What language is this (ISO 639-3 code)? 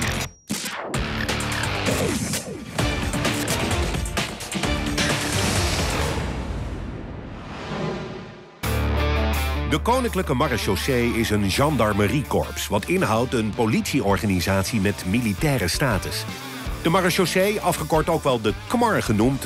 nld